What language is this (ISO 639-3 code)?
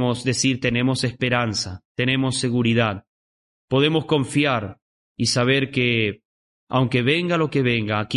spa